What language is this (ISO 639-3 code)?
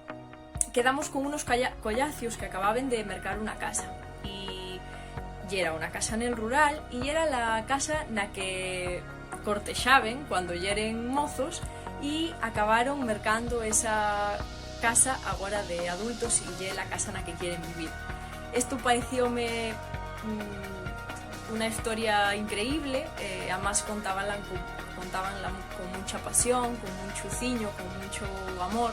ast